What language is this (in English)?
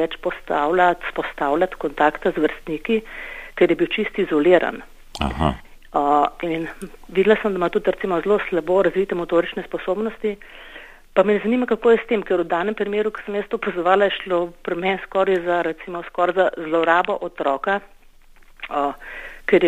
Slovenian